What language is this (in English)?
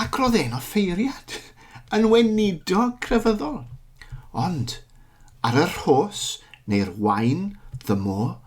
Welsh